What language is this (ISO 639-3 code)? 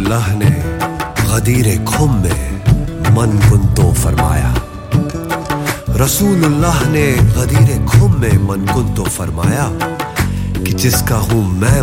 hin